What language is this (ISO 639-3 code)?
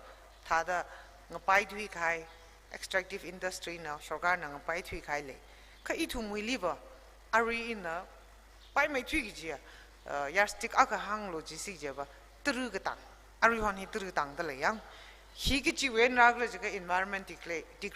nmf